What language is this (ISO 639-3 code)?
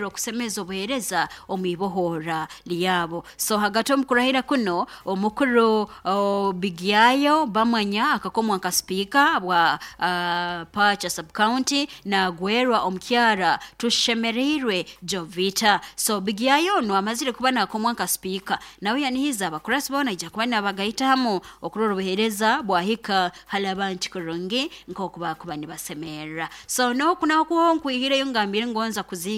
nyo